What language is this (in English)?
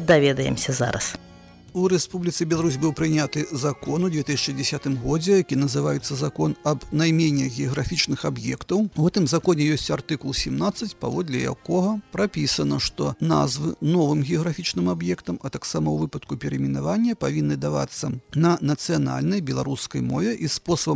Belarusian